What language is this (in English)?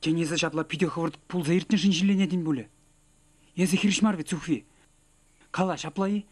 Chuvash